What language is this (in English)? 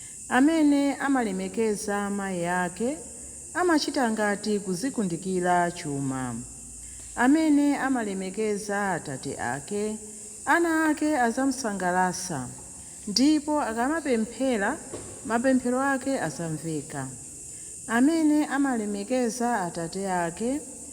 Nyanja